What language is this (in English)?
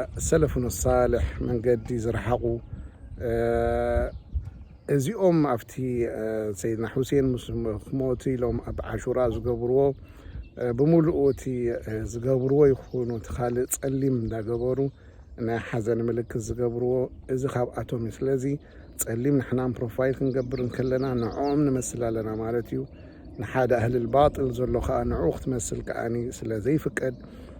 Tigrinya